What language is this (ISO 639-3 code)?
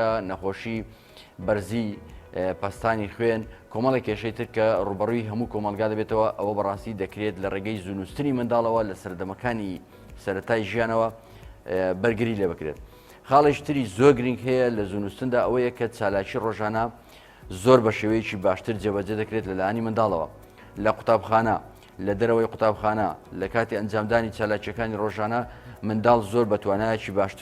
ckb